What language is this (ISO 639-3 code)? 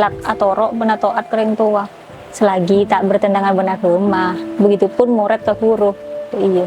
mad